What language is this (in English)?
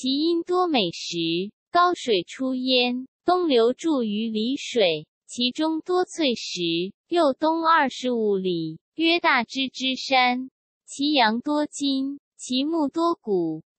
Chinese